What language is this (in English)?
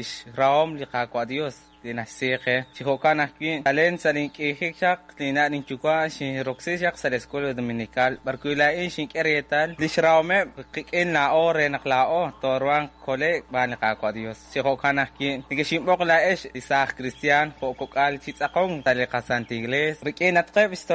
Kekchí